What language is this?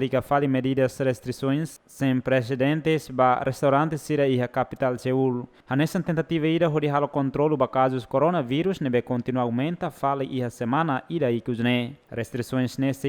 Tetum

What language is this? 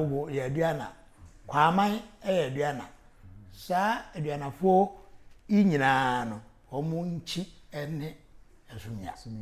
Akan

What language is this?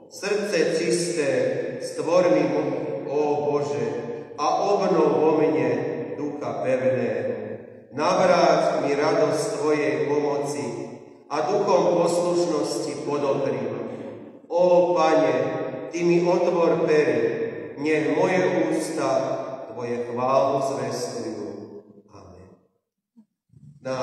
Slovak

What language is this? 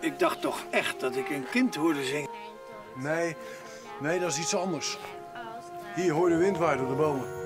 Western Frisian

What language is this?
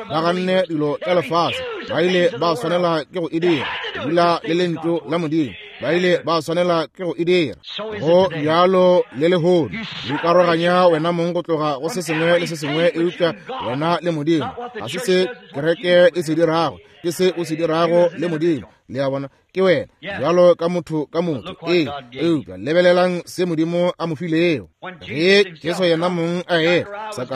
Northern Sotho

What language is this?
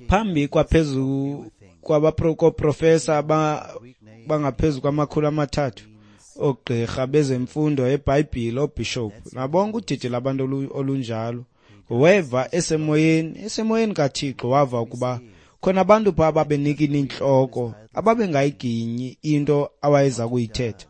Xhosa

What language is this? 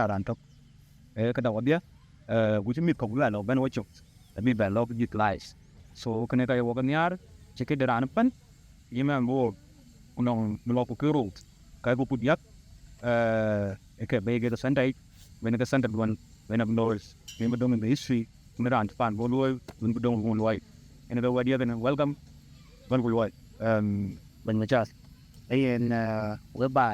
Dinka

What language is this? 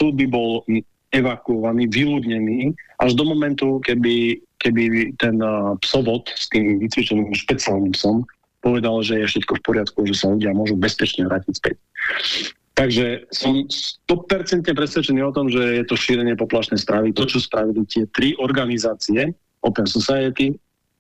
Slovak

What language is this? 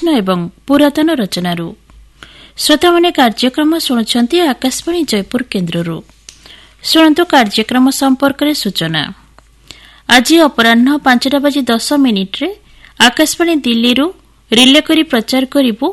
Odia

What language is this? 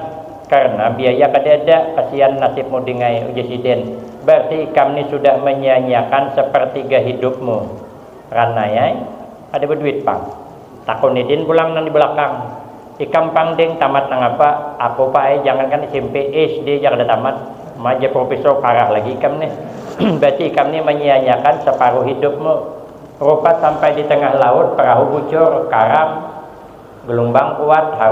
Banjar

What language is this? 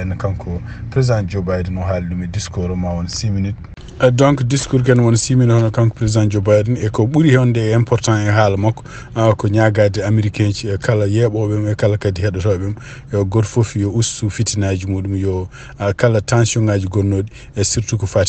Fula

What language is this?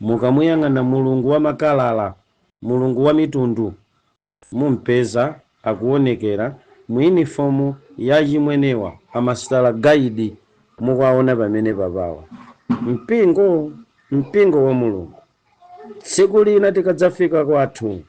Nyanja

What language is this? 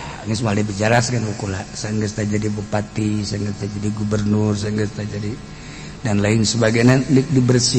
Sundanese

